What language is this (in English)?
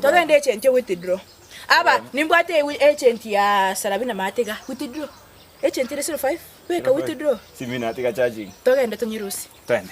Gusii